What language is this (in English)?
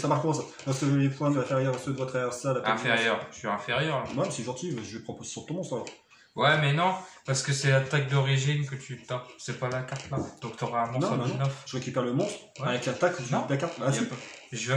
French